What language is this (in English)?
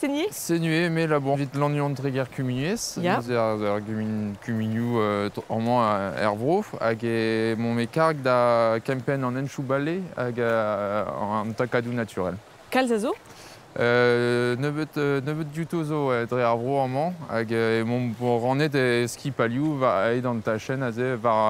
Breton